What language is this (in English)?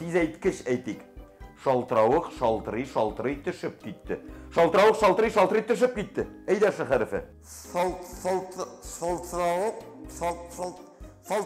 Tatar